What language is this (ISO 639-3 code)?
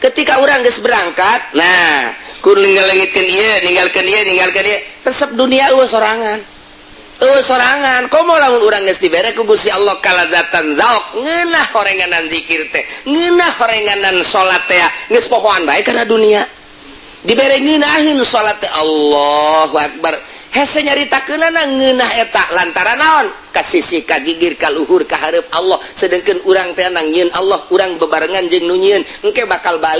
sun